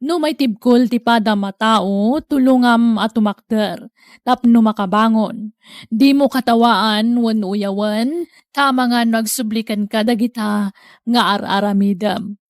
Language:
Iloko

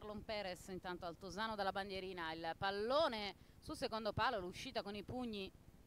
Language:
Italian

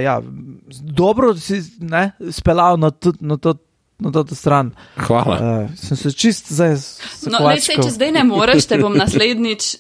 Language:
Slovenian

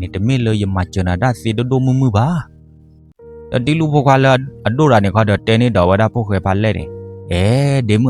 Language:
S'gaw Karen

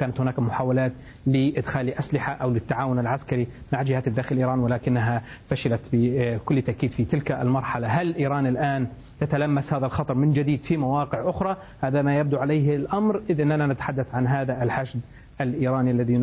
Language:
Arabic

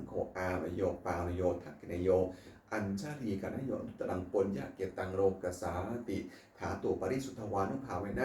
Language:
Pali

